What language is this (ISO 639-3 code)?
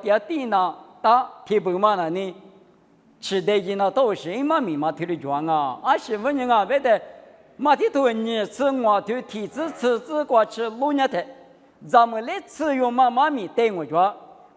lis